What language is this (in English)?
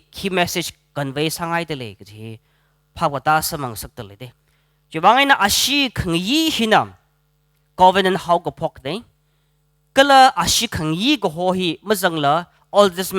Tangkhul Naga (India)